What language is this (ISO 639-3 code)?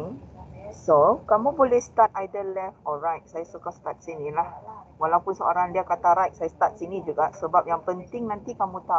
msa